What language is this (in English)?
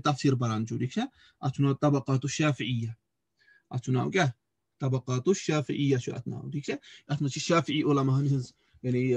Kashmiri